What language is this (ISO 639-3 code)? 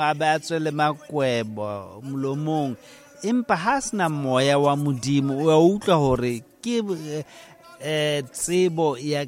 sot